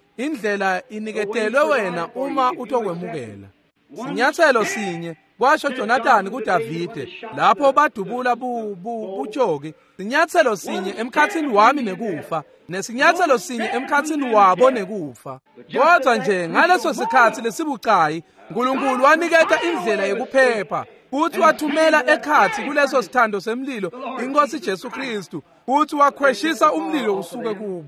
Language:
Swati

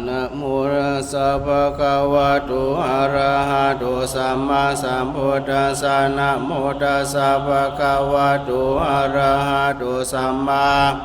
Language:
Pali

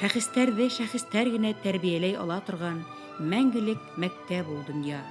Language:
Bashkir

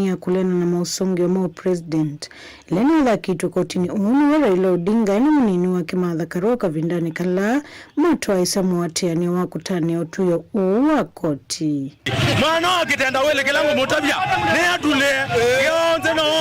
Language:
Kamba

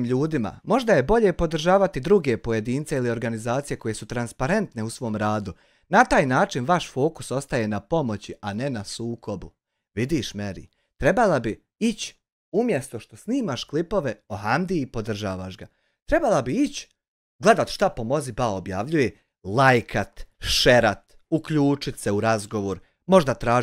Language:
Bosnian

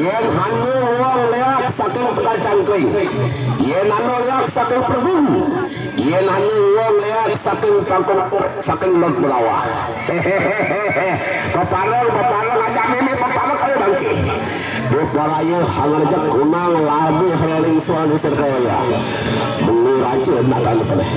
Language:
Balinese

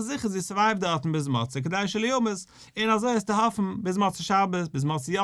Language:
Yiddish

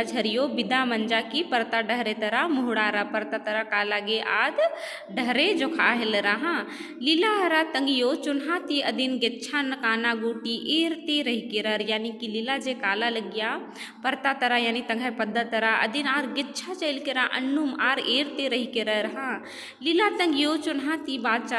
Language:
Kurukh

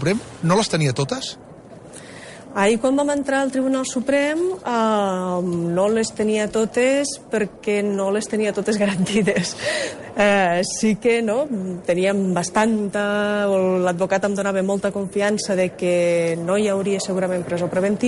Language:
Catalan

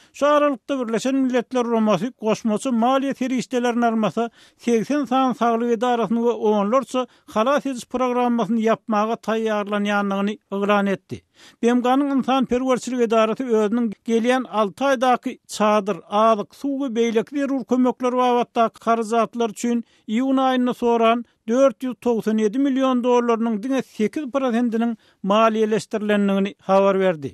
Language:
Turkmen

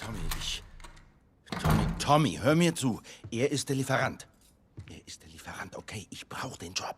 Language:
Bavarian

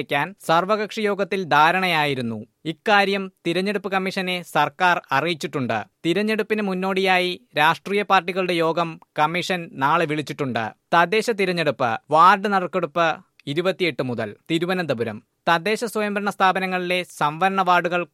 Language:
Malayalam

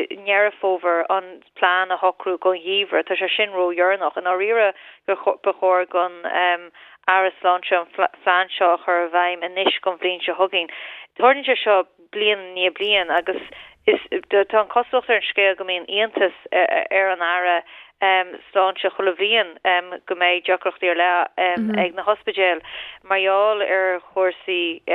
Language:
Irish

